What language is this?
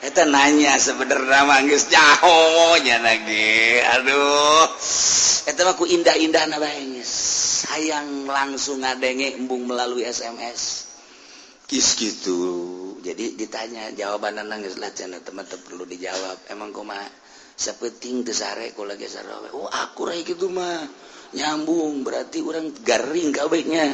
Sundanese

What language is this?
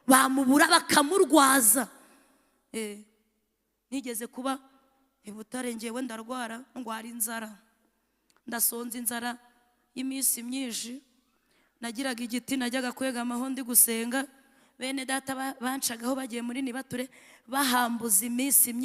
Kinyarwanda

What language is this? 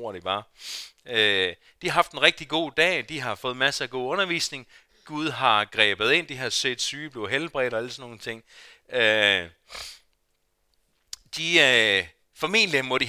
Danish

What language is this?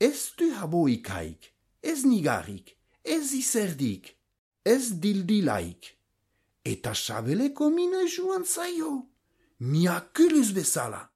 Basque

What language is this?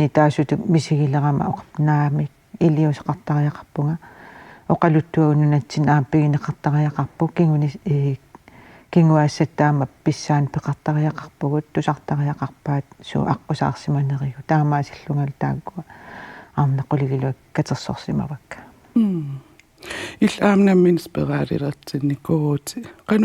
Kalaallisut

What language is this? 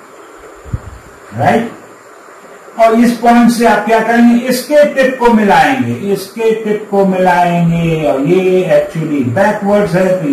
Hindi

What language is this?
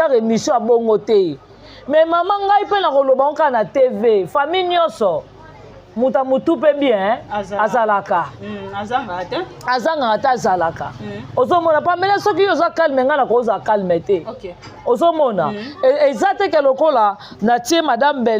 Lingala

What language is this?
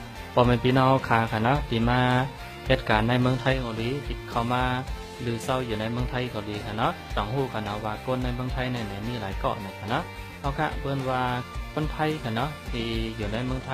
Shan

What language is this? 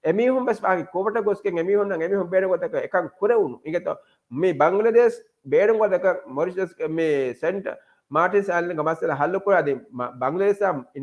Divehi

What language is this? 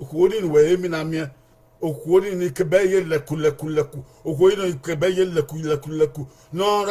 Bini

